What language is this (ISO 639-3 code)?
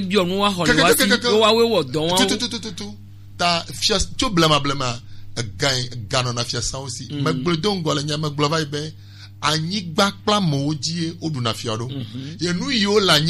gej